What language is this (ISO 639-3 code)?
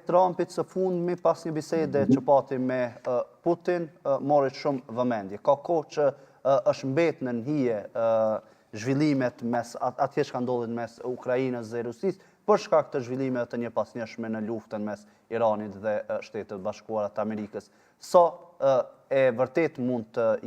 sqi